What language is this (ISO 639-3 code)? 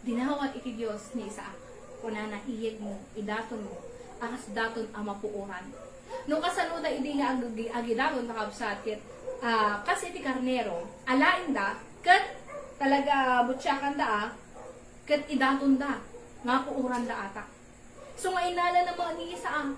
ilo